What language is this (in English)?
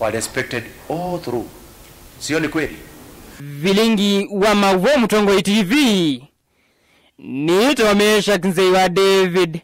Kamba